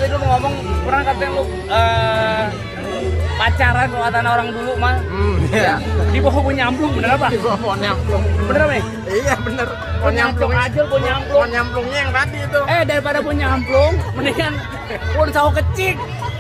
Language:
Betawi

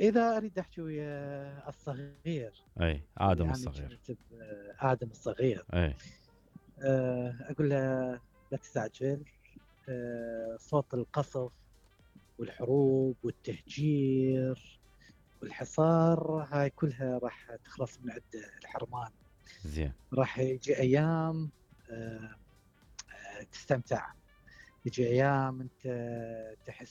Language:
Mesopotamian Arabic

